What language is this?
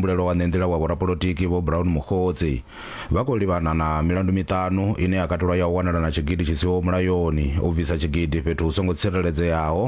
Venda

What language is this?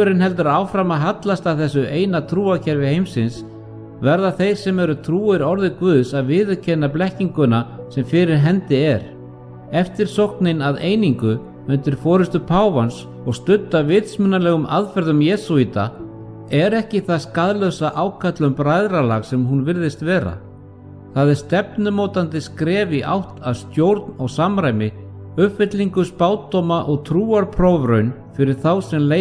Icelandic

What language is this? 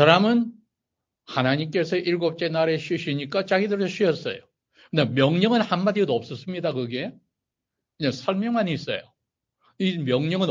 Korean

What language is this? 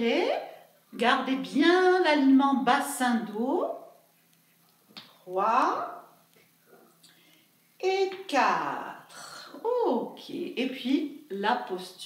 French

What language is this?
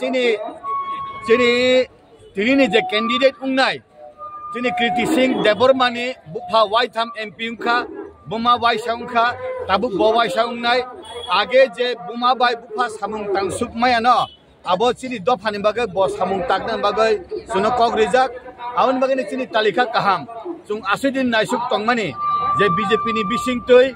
Kok Borok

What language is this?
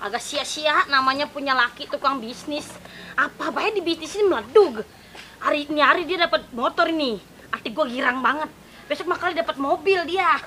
Betawi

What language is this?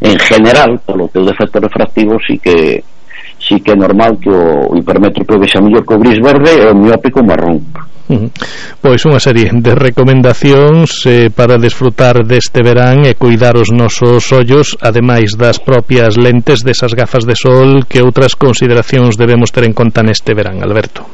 Galician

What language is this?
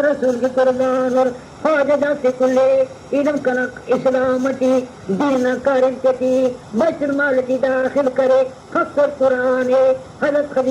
Brahui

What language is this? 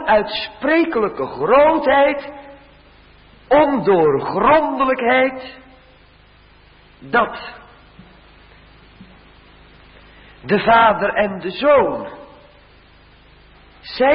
Dutch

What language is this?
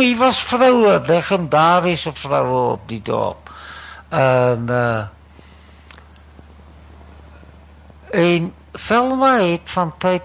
Afrikaans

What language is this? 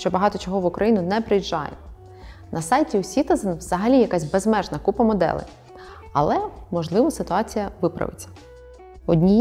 Ukrainian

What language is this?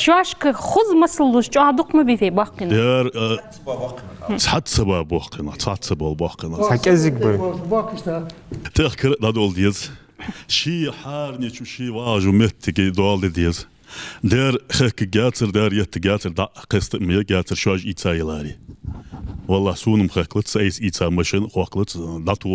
Ingush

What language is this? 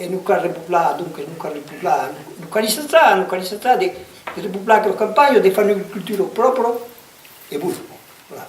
Occitan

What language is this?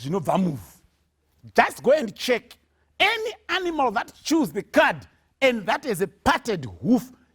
Shona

